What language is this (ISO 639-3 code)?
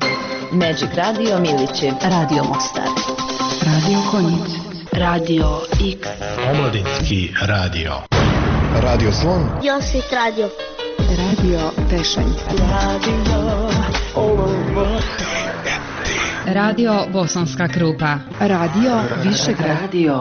bos